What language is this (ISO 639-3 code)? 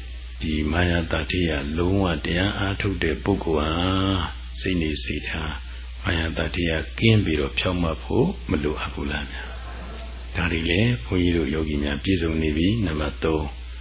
mya